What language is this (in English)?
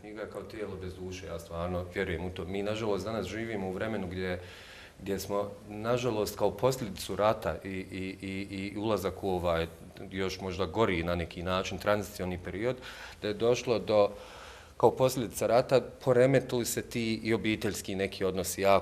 Bosnian